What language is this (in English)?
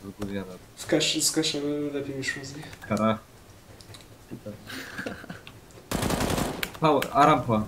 Polish